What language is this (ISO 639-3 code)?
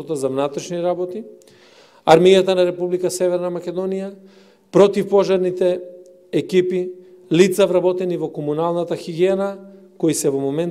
mkd